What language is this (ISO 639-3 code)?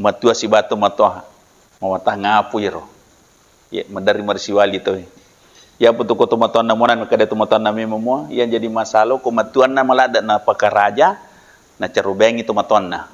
bug